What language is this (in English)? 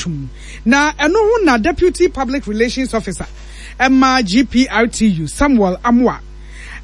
Akan